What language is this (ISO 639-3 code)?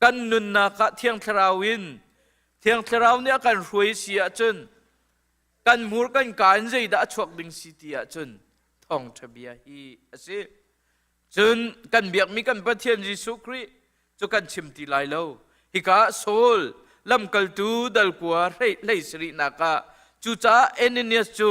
cnh